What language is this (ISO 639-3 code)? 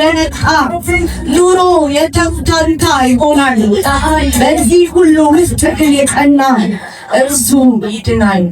amh